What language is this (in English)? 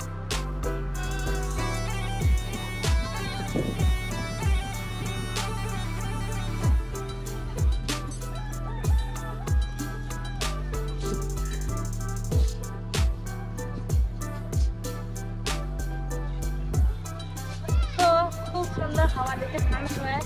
Bangla